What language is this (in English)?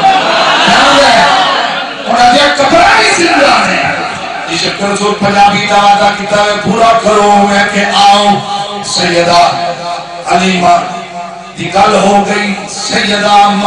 Saraiki